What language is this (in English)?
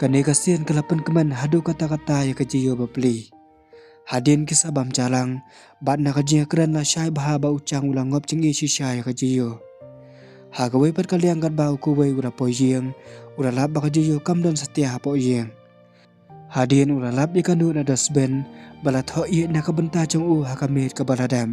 Khasi